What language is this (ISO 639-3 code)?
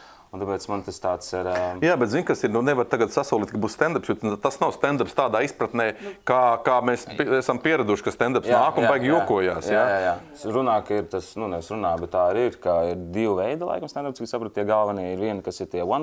lav